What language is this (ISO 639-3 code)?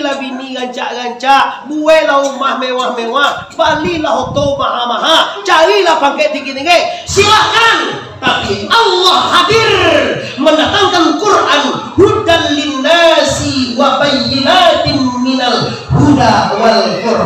min